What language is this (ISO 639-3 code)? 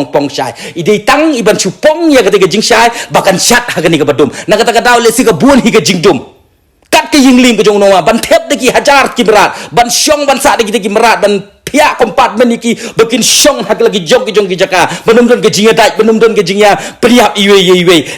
kha